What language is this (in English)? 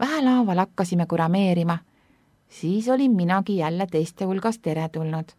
Estonian